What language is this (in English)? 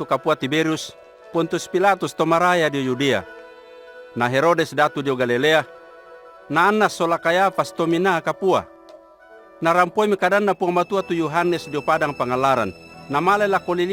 Toraja-Sa'dan